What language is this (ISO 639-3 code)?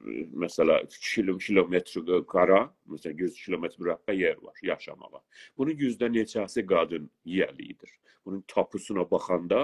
azb